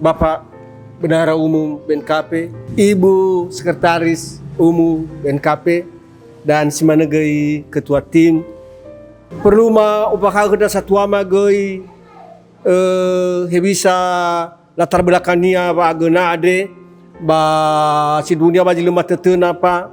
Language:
Nias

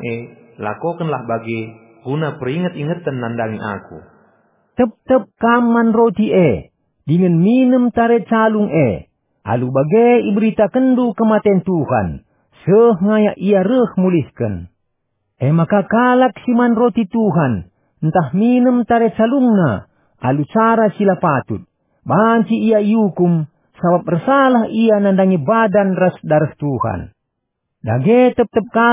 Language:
Batak Karo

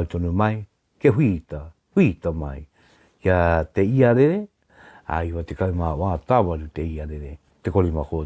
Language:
Māori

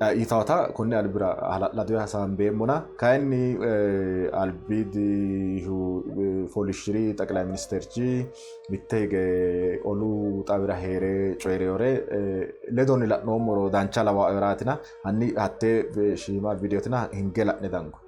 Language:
Sidamo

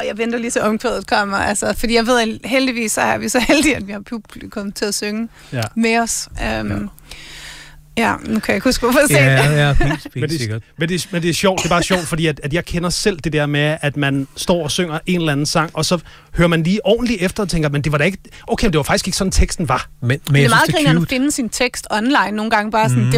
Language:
Danish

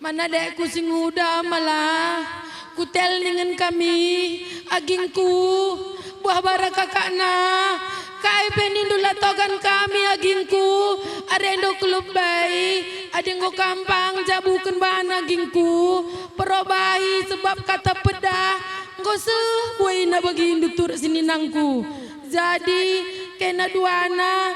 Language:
Batak Karo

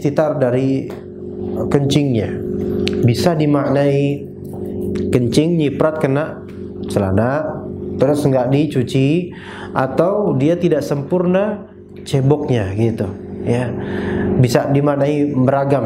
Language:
Indonesian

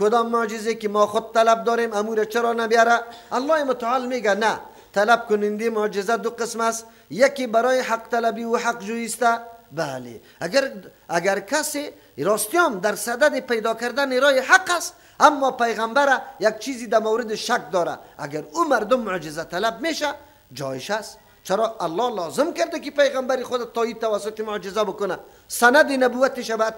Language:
Persian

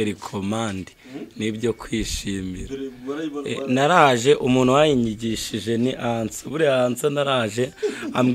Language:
Kinyarwanda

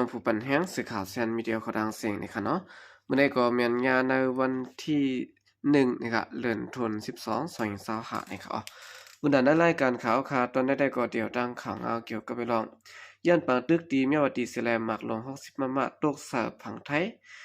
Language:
Shan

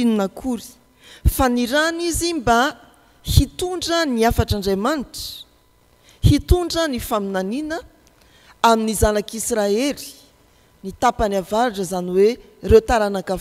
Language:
Malagasy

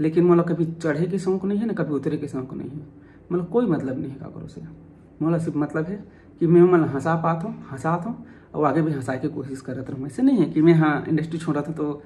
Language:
Chhattisgarhi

